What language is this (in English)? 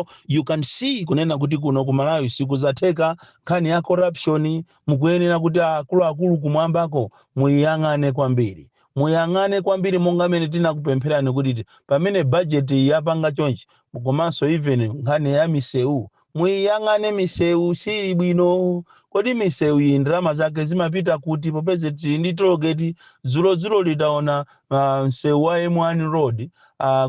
Nyanja